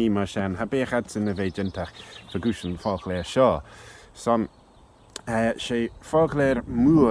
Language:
Manx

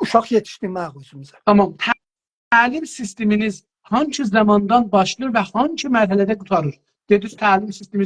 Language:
South Azerbaijani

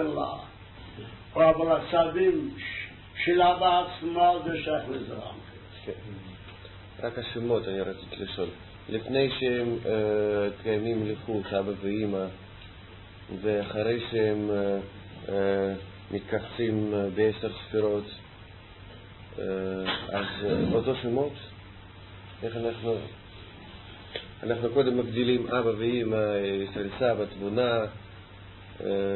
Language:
Hebrew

